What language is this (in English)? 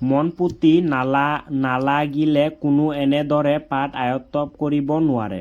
Assamese